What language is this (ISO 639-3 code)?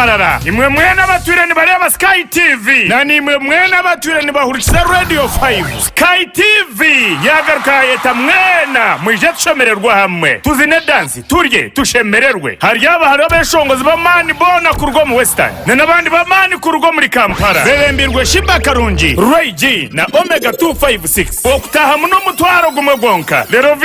nyn